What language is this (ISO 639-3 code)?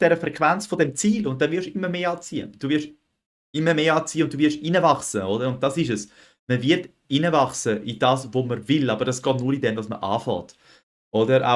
gsw